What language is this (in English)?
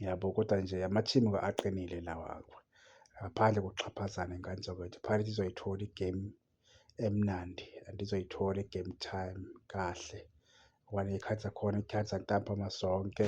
Zulu